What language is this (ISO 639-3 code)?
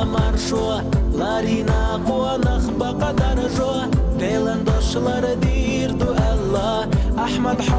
che